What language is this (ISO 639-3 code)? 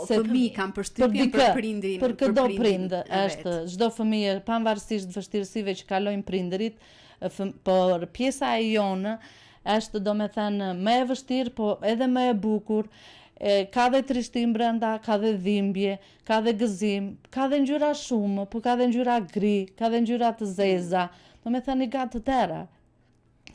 sqi